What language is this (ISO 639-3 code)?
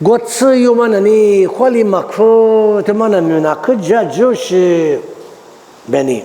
lis